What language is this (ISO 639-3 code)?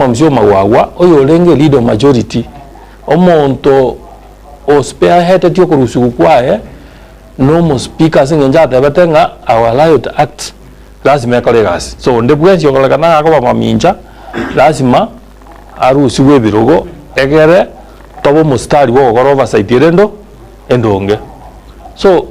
guz